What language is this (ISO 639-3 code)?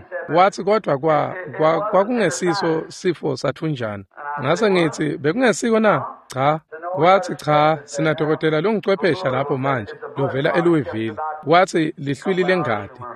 ssw